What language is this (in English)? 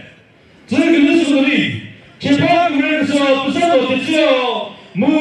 Chokri Naga